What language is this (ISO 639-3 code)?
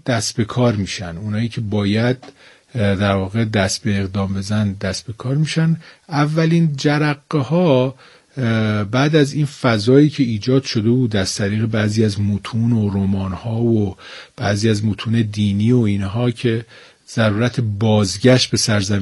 fas